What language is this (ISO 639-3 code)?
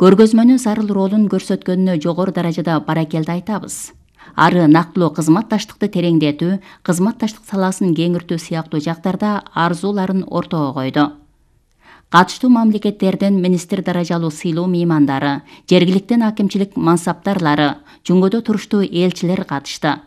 kir